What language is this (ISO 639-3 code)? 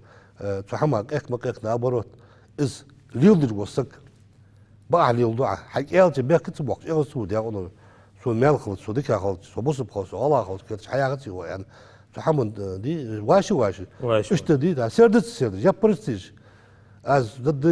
inh